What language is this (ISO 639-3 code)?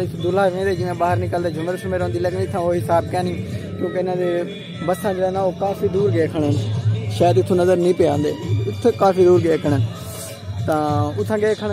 skr